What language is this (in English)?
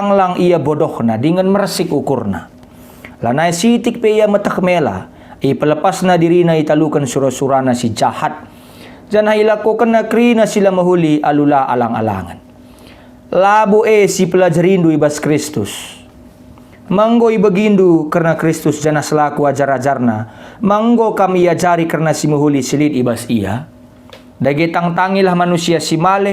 Batak Karo